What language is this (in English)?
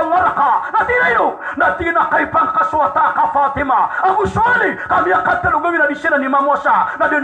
Maranao